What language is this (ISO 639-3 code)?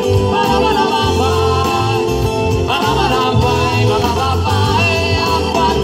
ita